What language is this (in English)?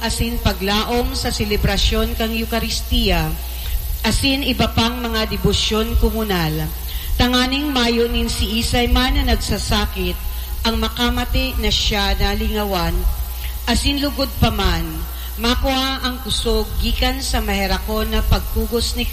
Bikol